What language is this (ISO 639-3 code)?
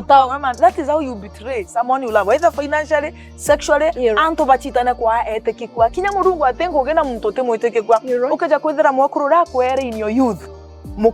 mer